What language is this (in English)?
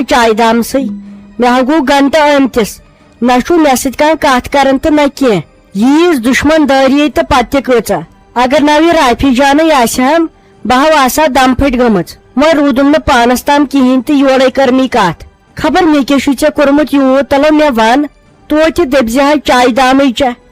Kashmiri